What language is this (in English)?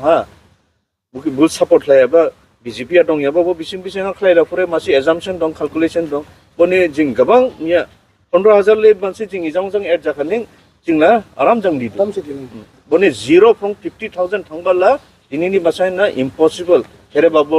Dimasa